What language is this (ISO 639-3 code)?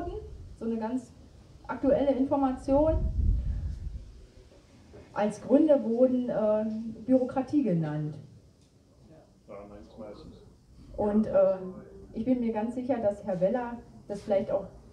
deu